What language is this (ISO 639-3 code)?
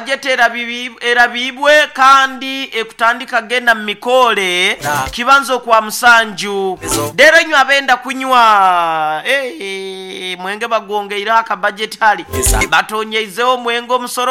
nyo